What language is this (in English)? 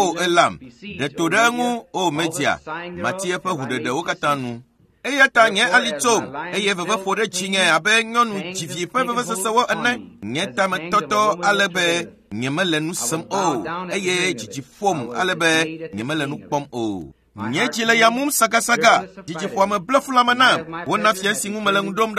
Ewe